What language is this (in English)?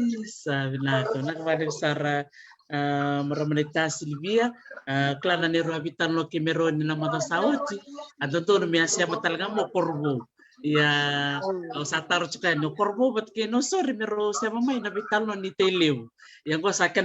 Fijian